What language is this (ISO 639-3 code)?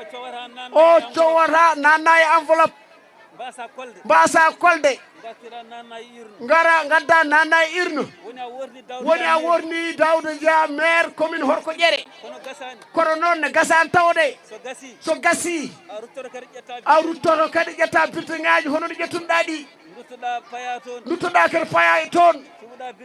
ful